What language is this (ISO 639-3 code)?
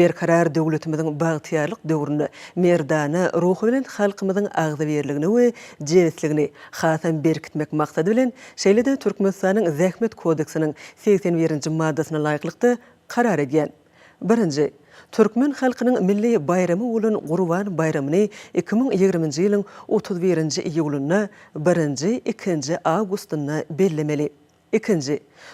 tuk